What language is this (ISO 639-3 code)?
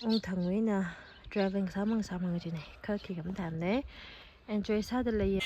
nmf